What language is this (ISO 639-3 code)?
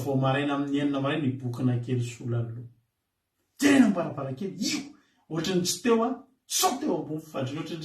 mlg